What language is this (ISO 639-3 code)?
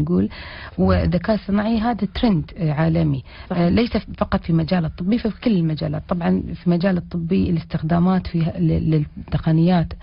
ara